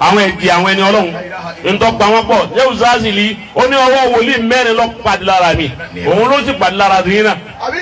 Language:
Yoruba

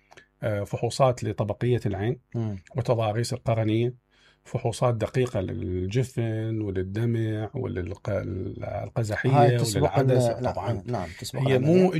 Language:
Mesopotamian Arabic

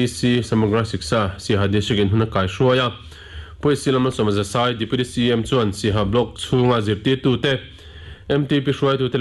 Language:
Mizo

